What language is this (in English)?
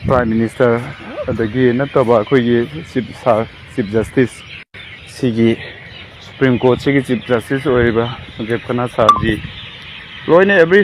Manipuri